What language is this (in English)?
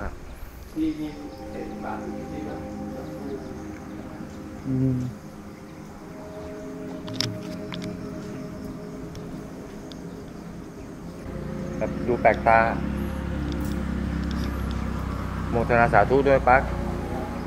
Thai